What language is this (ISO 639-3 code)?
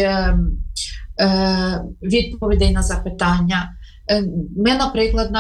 ukr